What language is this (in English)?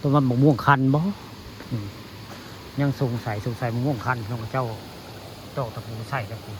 Northeastern Thai